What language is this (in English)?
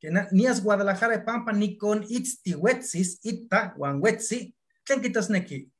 Eastern Huasteca Nahuatl